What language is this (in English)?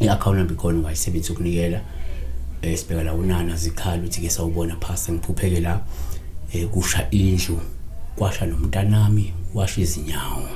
Zulu